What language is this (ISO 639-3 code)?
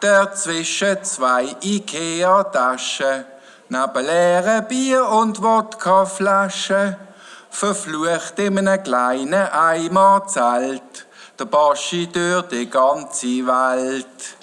gsw